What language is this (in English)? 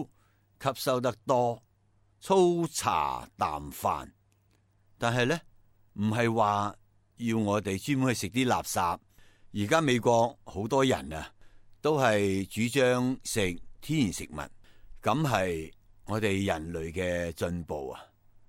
Cantonese